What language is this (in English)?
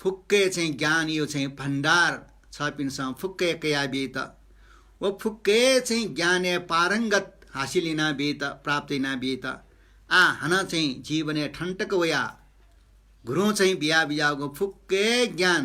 Newari